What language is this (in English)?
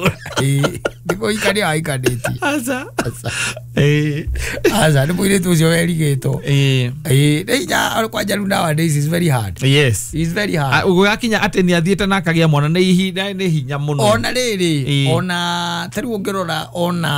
Kikuyu